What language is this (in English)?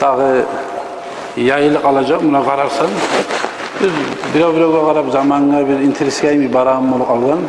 Kumyk